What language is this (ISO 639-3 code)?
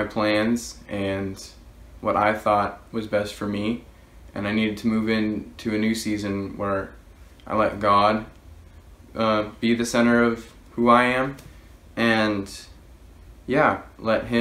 eng